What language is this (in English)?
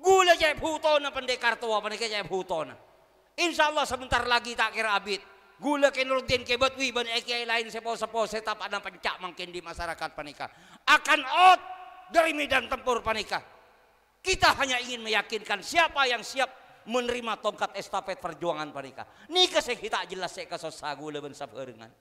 Madurese